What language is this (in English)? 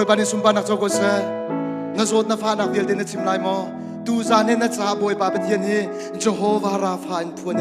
Hakha Chin